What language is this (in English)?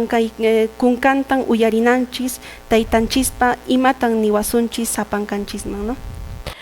Quechua